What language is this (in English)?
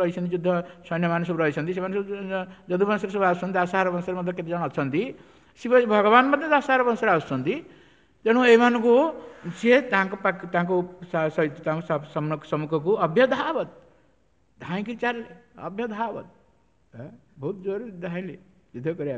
Odia